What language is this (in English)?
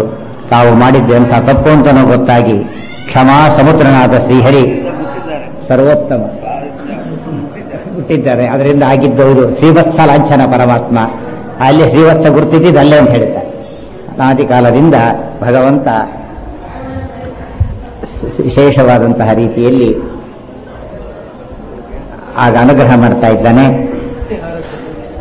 Kannada